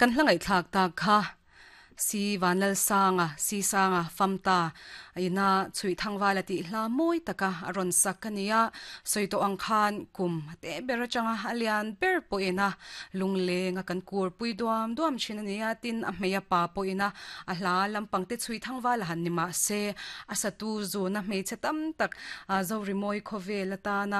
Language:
Mizo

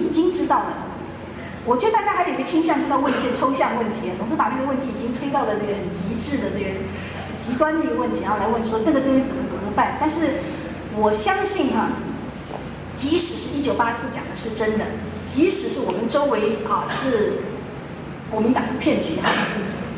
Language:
Chinese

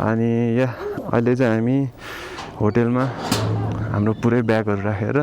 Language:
Nepali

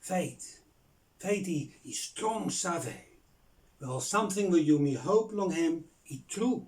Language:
Bislama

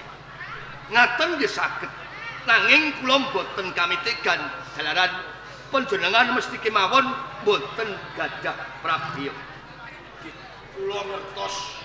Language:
Javanese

